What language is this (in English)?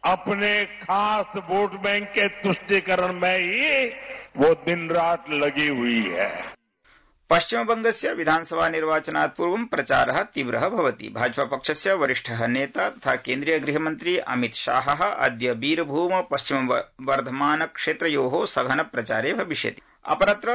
Sanskrit